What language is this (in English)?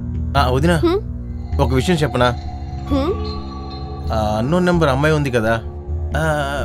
Telugu